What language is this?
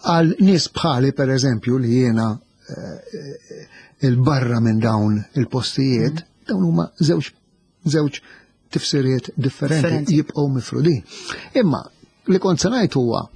Maltese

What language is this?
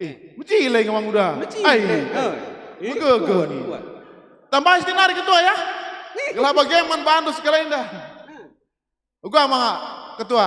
Batak Karo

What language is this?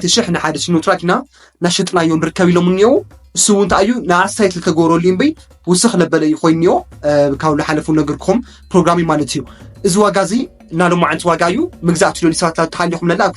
Tigrinya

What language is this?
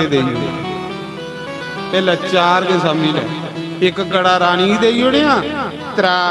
Dogri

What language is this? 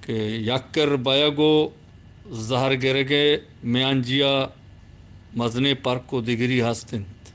Eastern Balochi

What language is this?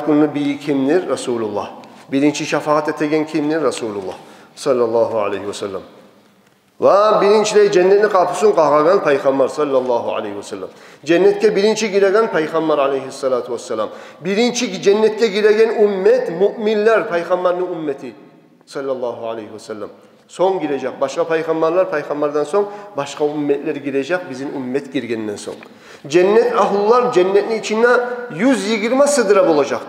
Kumyk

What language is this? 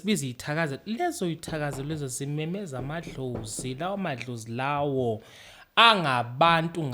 Zulu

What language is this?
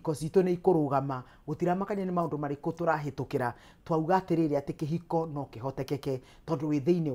Kikuyu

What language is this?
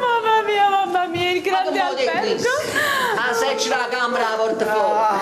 Neapolitan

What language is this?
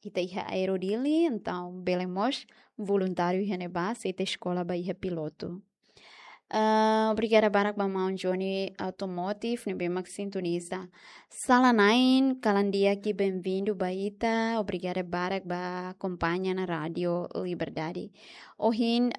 Tetum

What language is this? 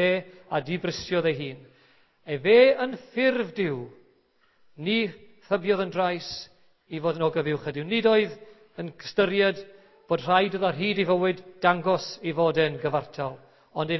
Welsh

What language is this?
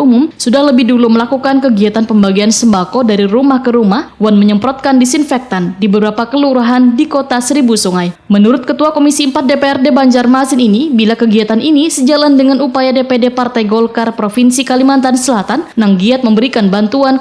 Banjar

